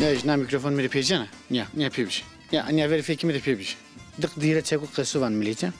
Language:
Zaza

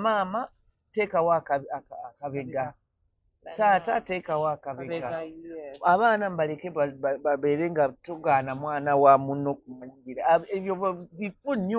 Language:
Ganda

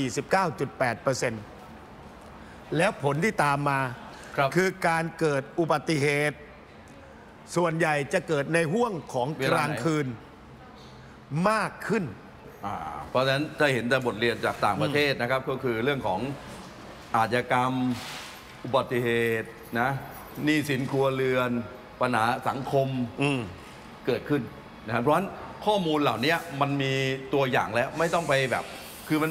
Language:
Thai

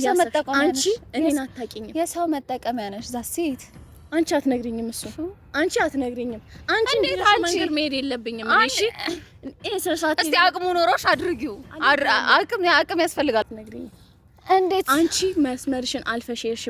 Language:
Amharic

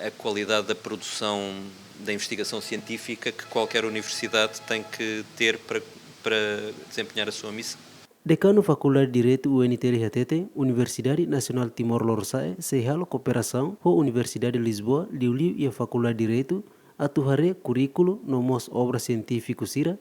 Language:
Tetum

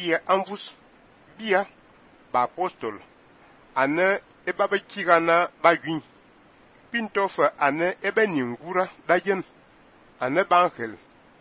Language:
Fang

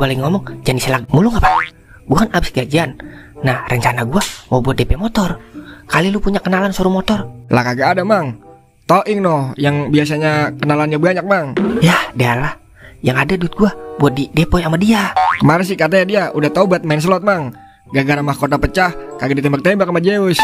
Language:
Betawi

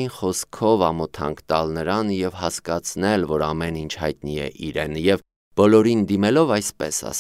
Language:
Armenian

